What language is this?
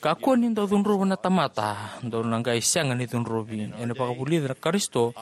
Fijian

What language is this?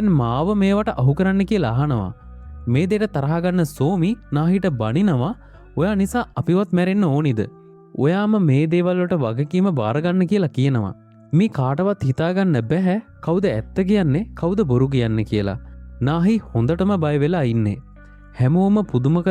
Sinhala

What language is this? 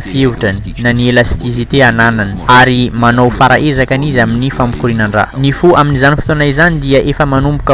Malagasy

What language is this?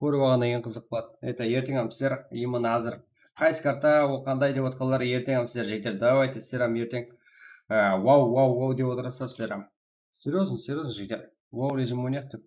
Kara-Kalpak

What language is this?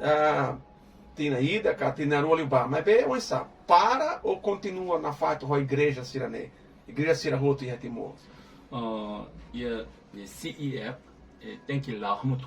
Tetum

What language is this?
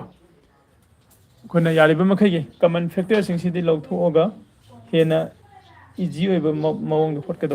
Manipuri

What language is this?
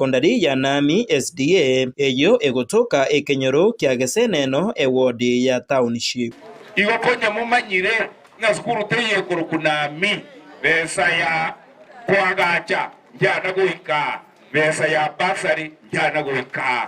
Gusii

